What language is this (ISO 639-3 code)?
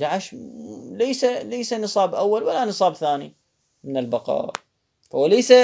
ary